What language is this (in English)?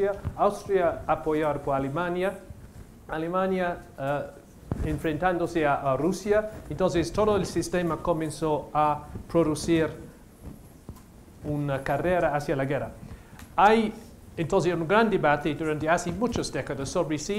Spanish